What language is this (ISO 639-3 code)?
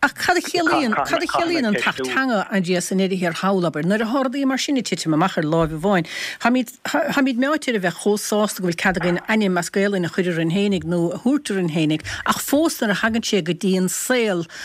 gle